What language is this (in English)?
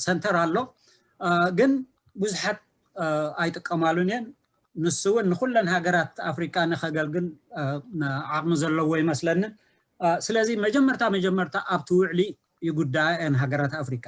Tigrinya